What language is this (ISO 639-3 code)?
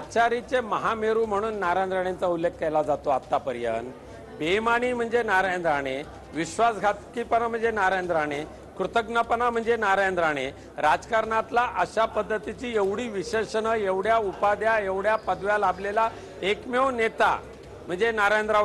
mar